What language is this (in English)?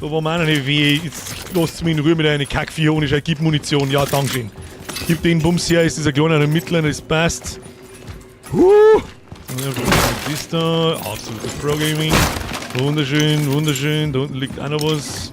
Bavarian